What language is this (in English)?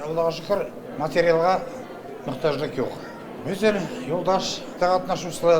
Bashkir